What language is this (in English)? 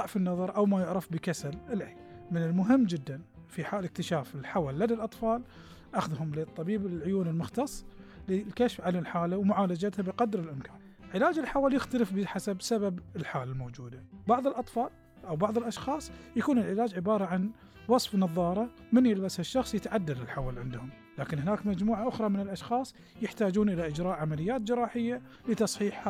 Gulf Arabic